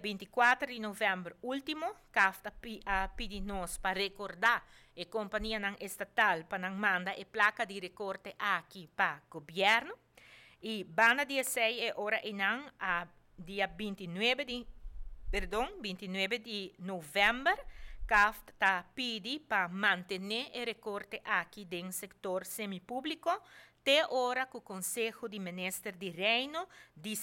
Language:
Papiamento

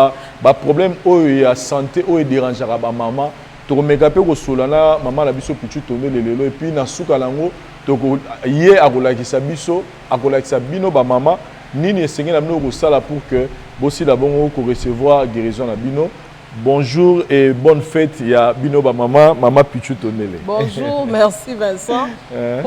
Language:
Lingala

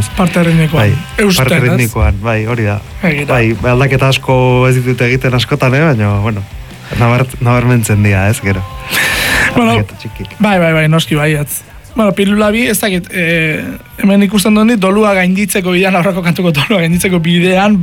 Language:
Basque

